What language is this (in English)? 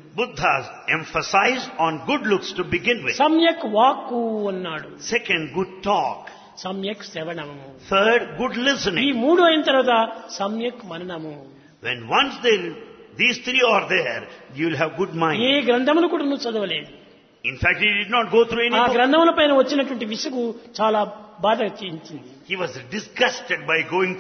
Telugu